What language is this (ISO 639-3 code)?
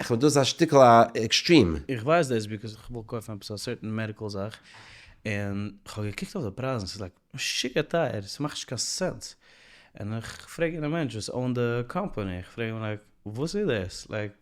yid